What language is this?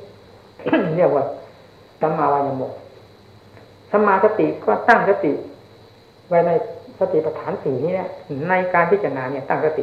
Thai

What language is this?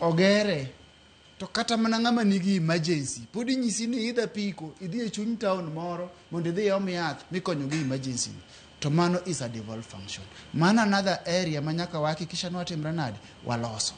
Luo (Kenya and Tanzania)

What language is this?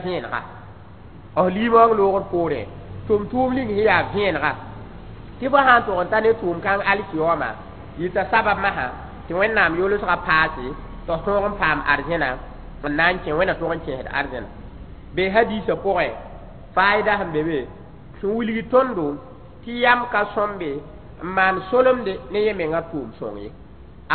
Mossi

